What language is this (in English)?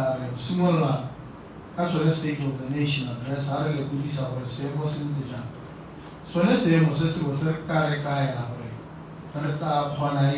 Tswana